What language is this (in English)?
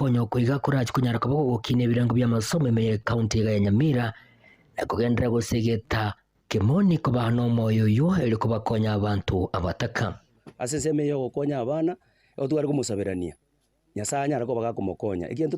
Gusii